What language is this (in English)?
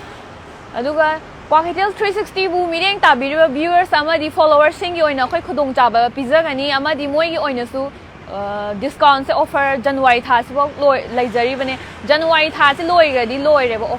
Manipuri